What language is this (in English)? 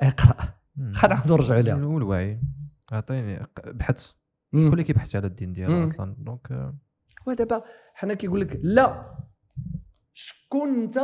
Moroccan Arabic